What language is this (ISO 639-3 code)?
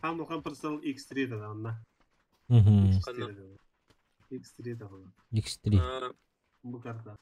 sah